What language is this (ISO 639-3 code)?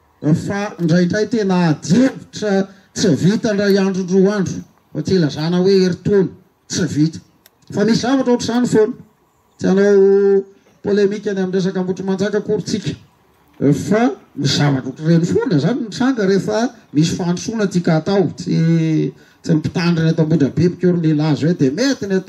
mlg